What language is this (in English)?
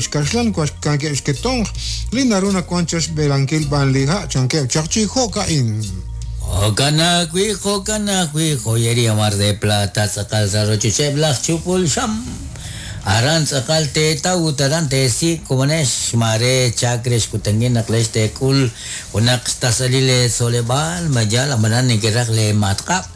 Kekchí